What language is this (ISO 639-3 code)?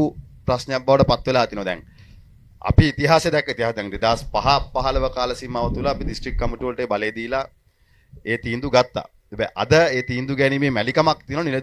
sin